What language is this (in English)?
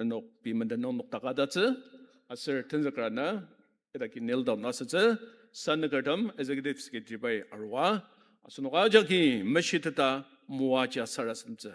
Ao Naga